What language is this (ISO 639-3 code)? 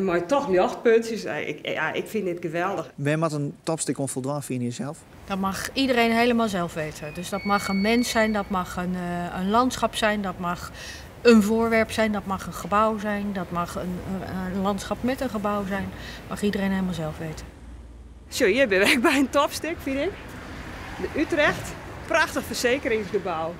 fry